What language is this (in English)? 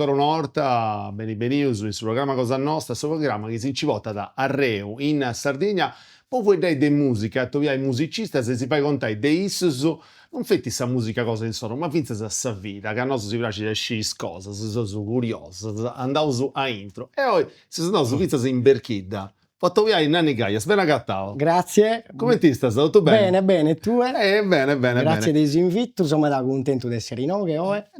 Sardinian